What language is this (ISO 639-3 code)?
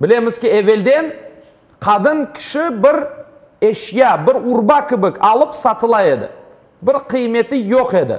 crh